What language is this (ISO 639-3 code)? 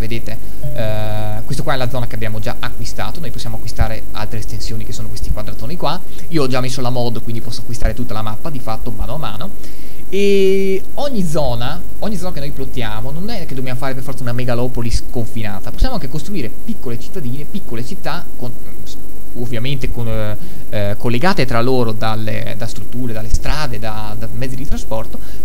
ita